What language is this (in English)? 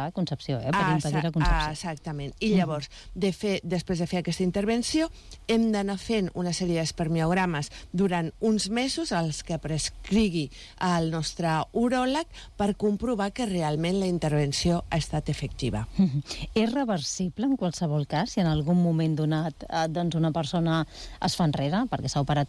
Catalan